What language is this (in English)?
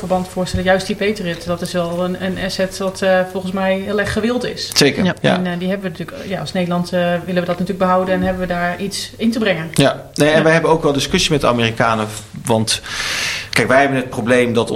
Dutch